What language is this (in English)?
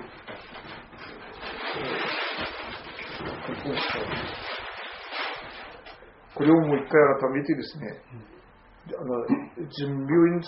Japanese